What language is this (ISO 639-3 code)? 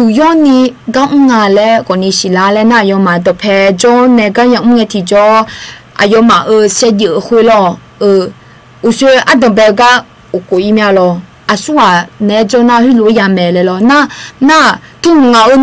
ahk